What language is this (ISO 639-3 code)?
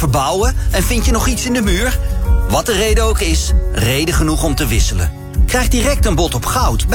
nld